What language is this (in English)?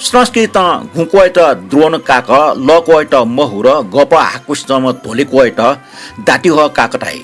Newari